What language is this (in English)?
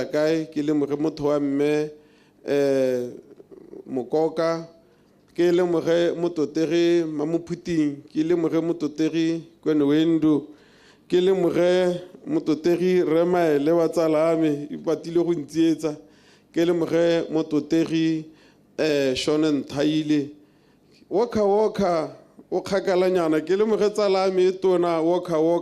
Tswana